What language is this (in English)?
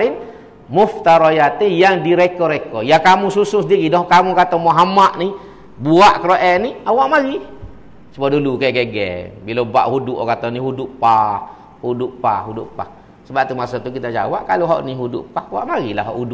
Malay